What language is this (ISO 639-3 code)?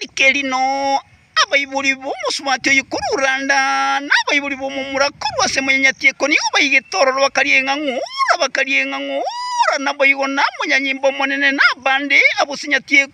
guz